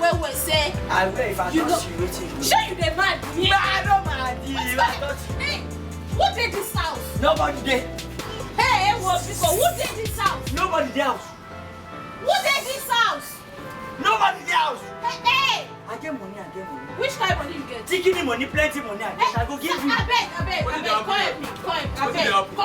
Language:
Nigerian Pidgin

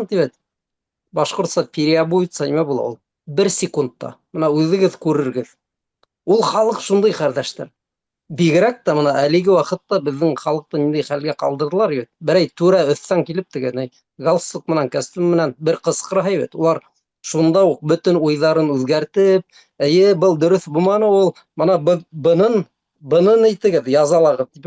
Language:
Bashkir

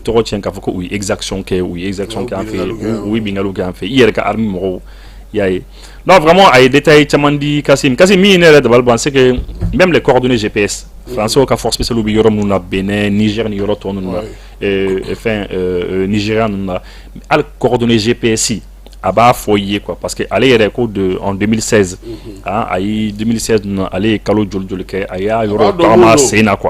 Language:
Bambara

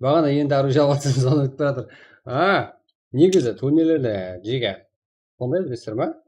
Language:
Kara-Kalpak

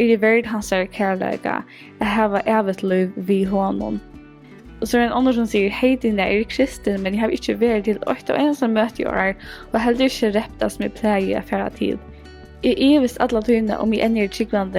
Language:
Faroese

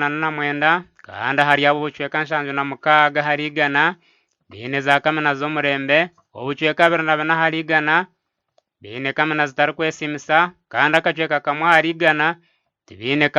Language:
Nyankole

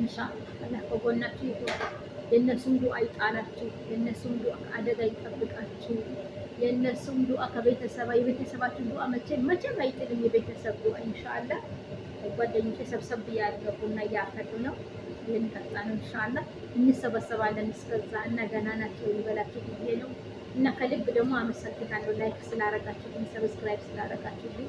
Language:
Amharic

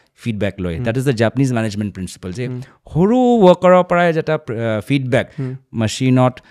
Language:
Assamese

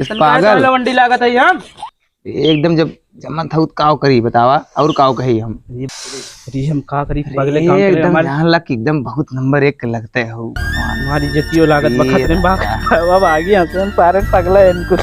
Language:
Awadhi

